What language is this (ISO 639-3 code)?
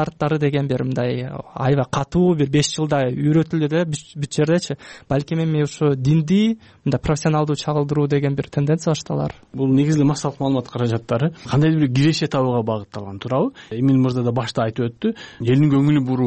kir